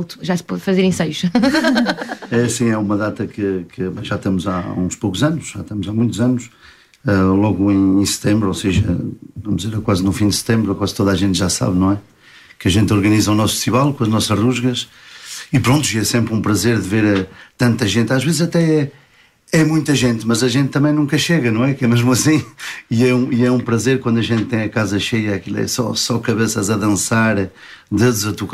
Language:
Portuguese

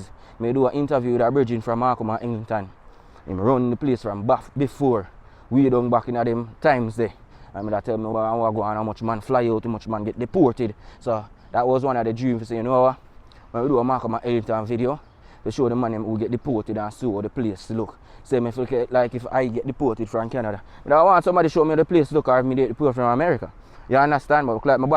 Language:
Jamaican Creole English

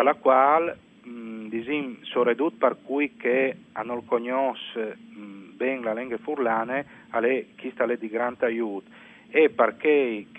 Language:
Friulian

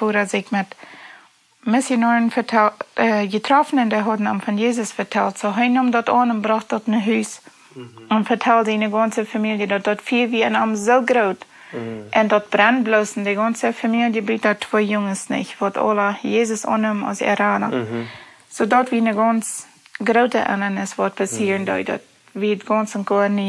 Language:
Plautdietsch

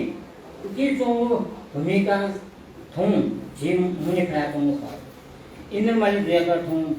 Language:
Newari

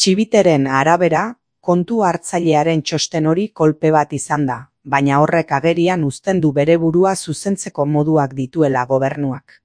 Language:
Basque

